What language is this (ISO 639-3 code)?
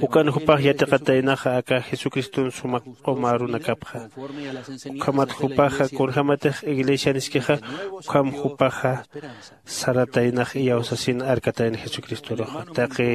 aym